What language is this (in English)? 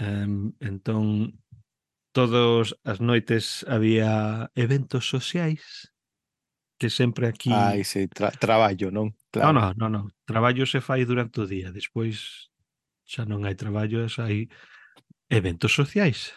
Galician